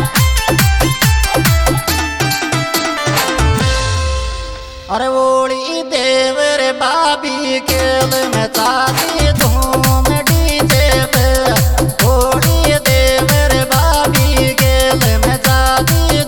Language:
Bhojpuri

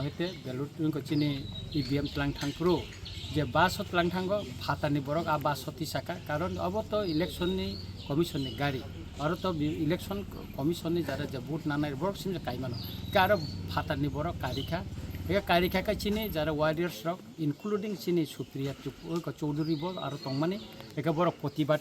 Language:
Kok Borok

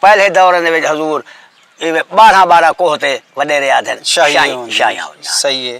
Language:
Saraiki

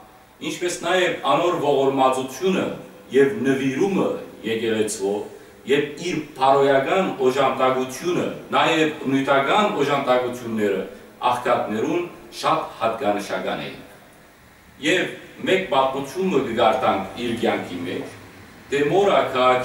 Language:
Western Armenian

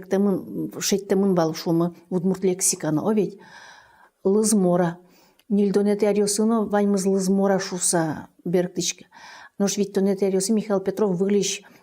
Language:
Udmurt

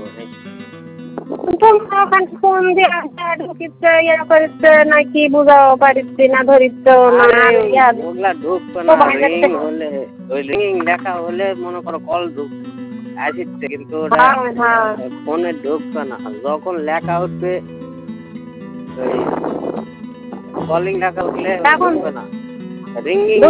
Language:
Bangla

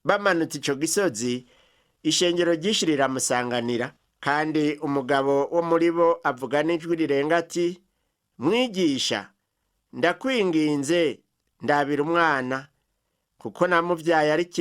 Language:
Rundi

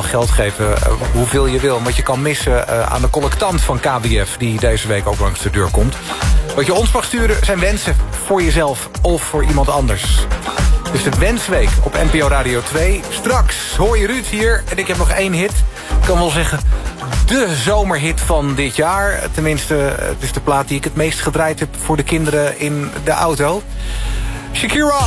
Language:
Dutch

